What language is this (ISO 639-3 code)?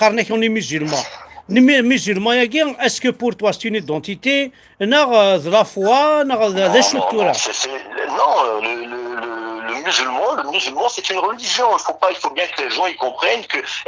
kab